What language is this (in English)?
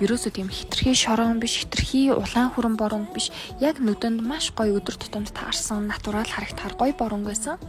Mongolian